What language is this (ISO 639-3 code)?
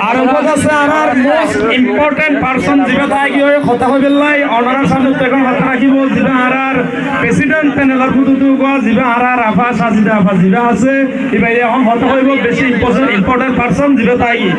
rhg